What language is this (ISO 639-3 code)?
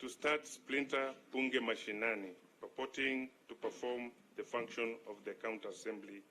guz